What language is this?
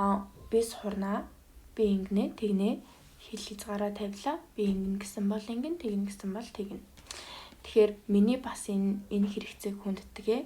Mongolian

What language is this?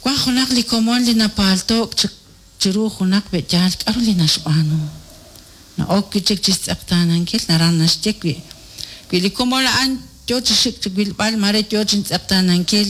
Kekchí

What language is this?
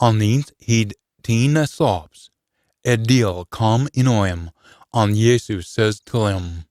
Scots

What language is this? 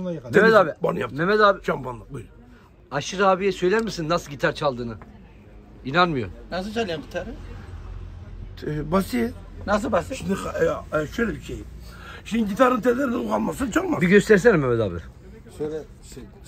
Turkish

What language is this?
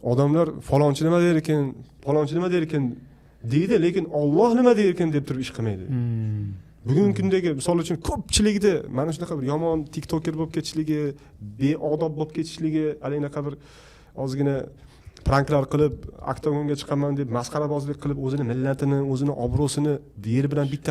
Uzbek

